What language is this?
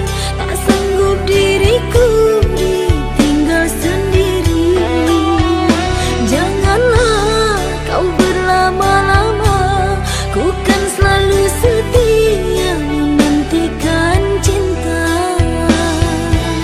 Indonesian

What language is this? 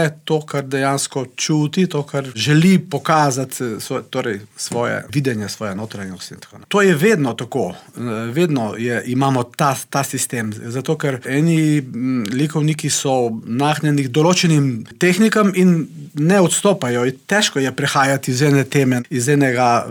Slovenian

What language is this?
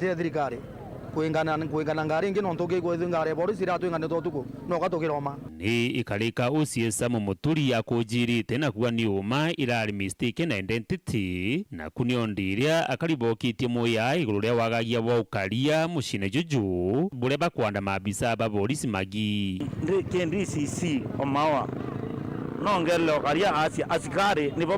Meru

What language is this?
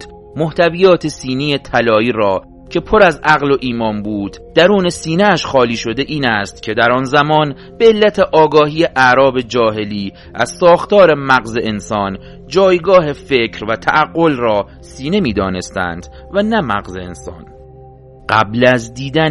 Persian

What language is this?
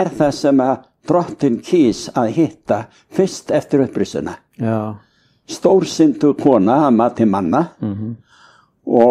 Icelandic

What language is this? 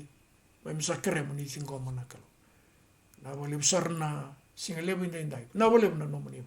Fijian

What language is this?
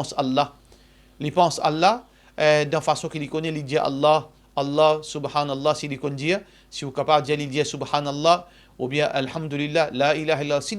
Morisyen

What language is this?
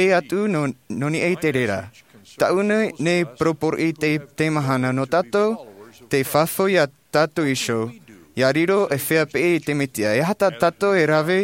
Tahitian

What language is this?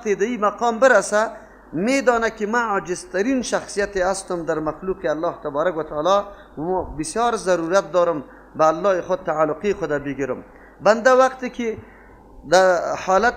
Persian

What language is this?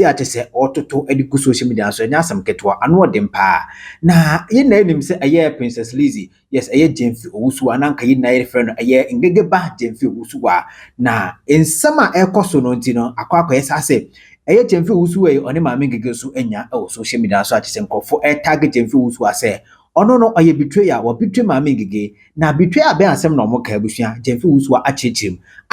Akan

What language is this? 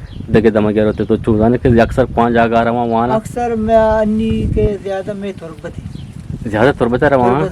Eastern Balochi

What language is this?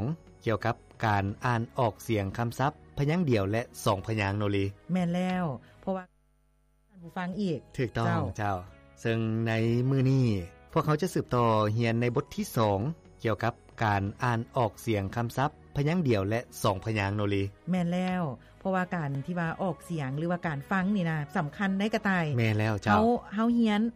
Lao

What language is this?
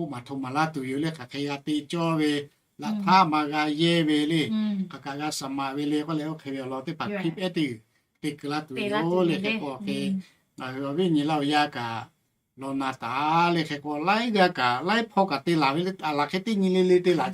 Lahu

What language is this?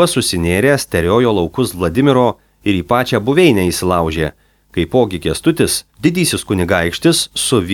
Lithuanian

